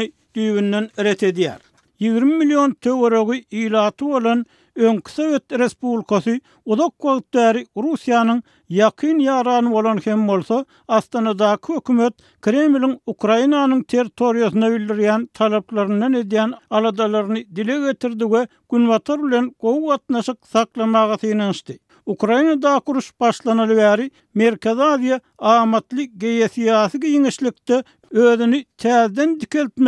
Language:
Turkmen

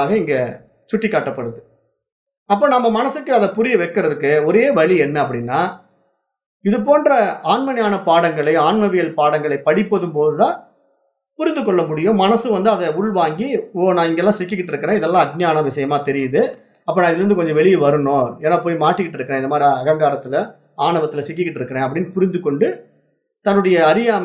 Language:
Tamil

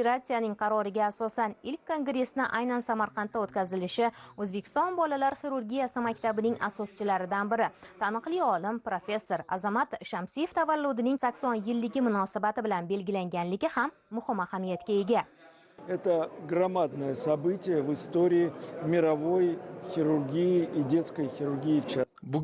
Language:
Uzbek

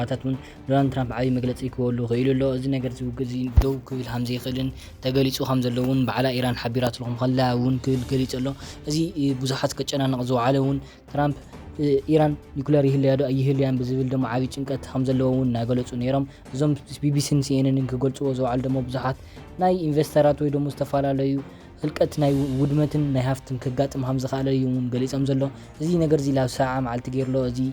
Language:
Tigrinya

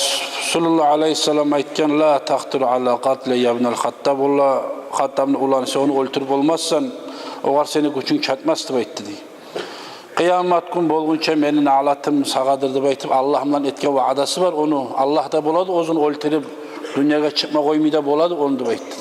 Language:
Kumyk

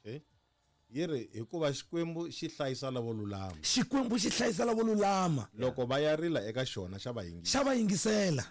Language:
Tsonga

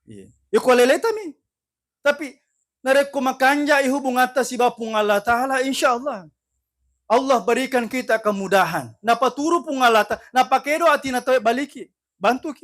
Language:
Buginese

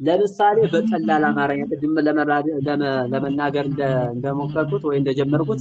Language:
Amharic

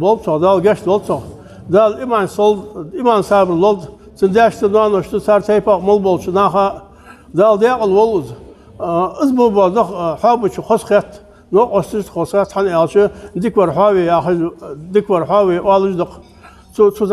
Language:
Ingush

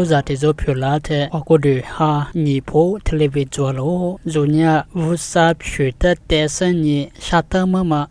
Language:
Lisu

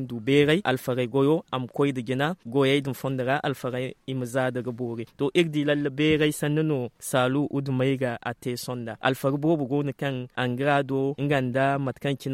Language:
Zarma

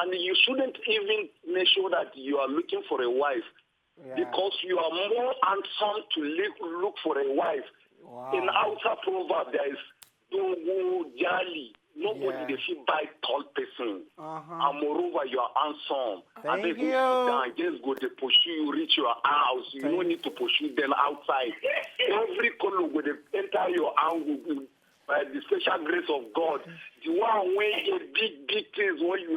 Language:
Nigerian Pidgin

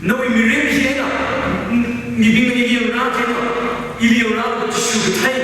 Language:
Tangkhul Naga (India)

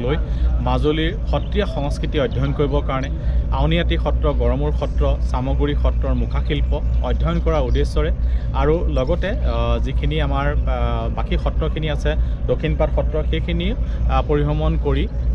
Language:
Assamese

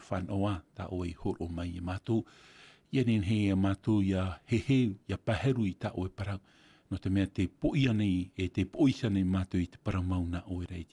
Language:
Tahitian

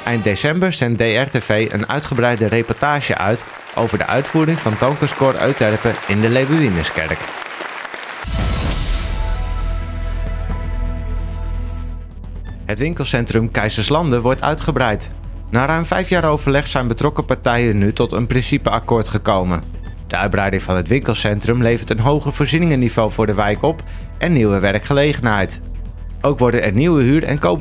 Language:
Dutch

